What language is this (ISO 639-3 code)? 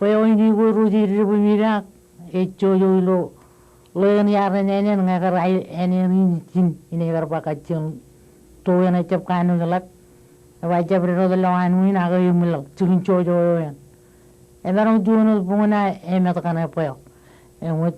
mah